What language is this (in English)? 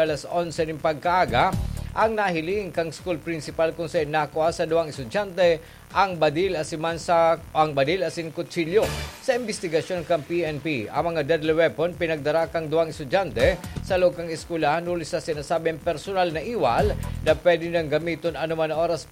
Bikol